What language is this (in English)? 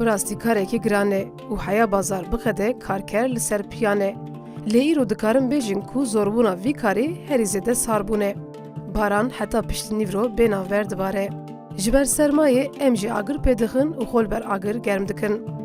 Kurdish